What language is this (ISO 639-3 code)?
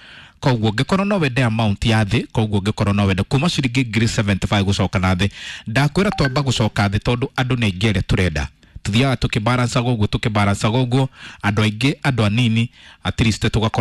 kik